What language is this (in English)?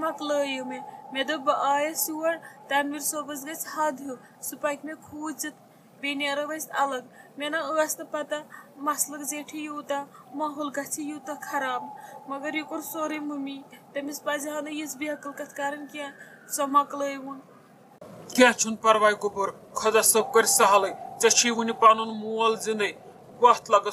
Kashmiri